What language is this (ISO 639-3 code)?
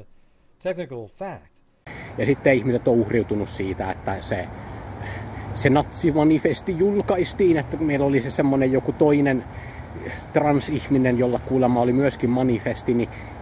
fin